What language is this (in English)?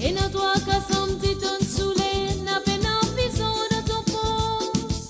Morisyen